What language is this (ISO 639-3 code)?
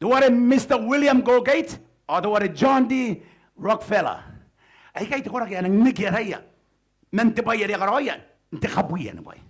gil